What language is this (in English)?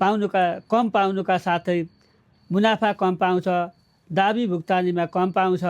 Nepali